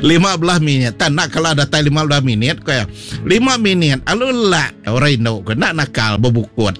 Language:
Iban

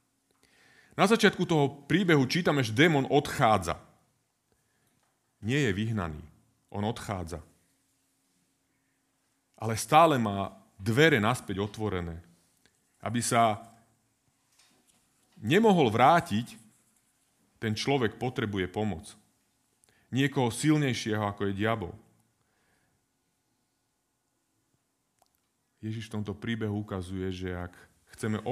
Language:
Slovak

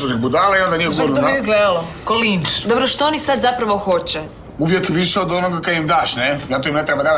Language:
Croatian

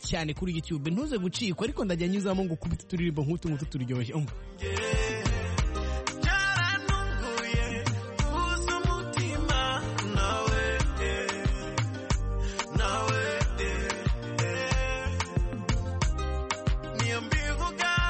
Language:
Kinyarwanda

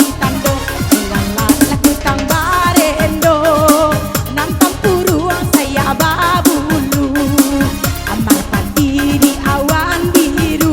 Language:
Minangkabau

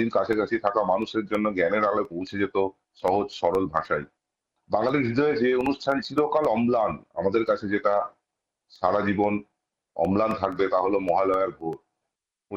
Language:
Bangla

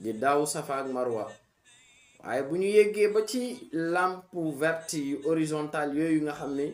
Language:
Wolof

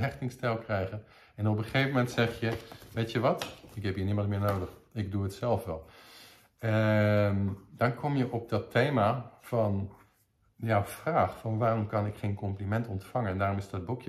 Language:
Dutch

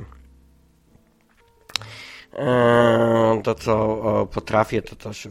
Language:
Polish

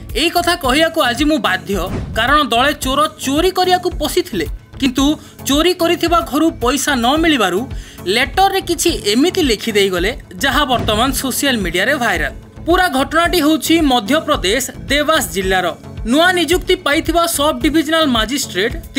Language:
Odia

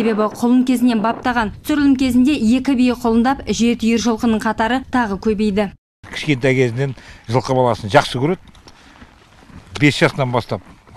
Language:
Kazakh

